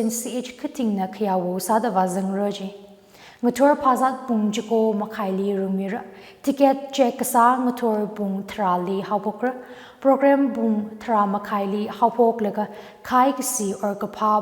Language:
Tangkhul Naga (India)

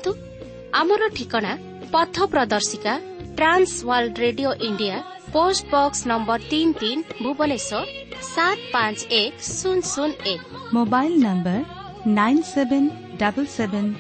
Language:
Odia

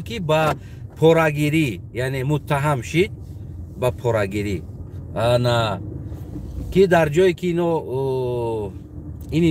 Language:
Tajik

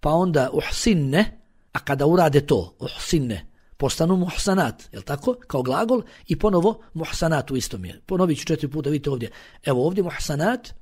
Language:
Bosnian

